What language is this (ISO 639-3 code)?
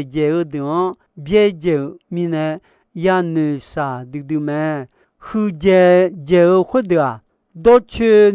ahk